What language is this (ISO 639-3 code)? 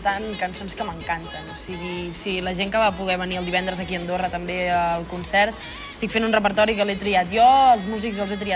cat